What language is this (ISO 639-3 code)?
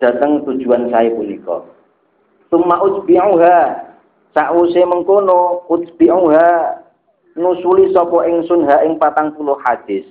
jav